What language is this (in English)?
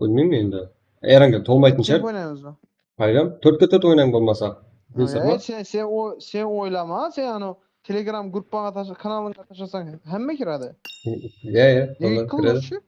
Kara-Kalpak